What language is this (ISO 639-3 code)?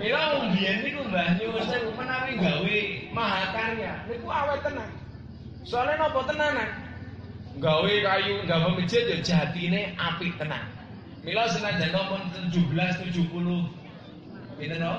jav